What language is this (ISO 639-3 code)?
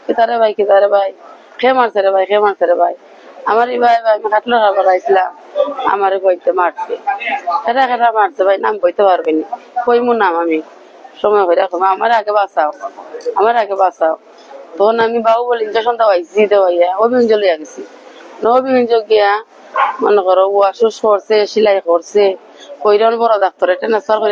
syl